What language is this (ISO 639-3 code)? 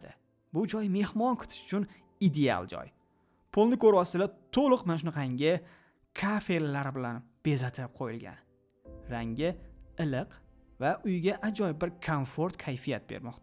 uzb